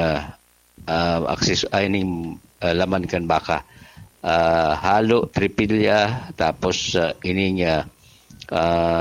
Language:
Bikol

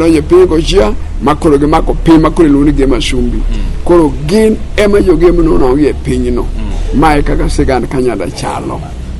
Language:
Luo (Kenya and Tanzania)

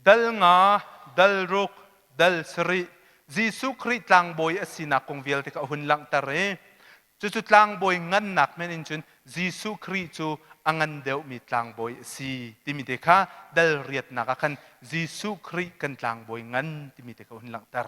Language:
Hakha Chin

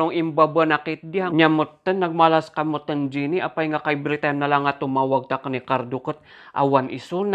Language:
Iloko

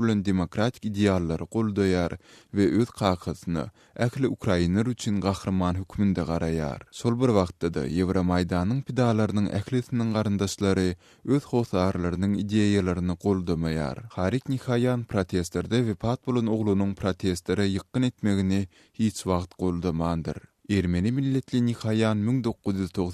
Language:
Turkmen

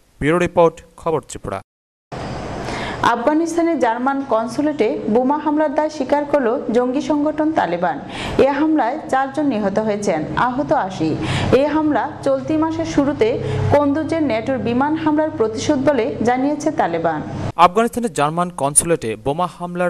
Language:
Bangla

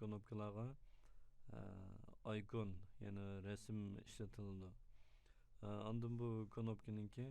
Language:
Uyghur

